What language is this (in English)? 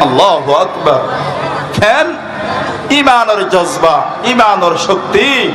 Rohingya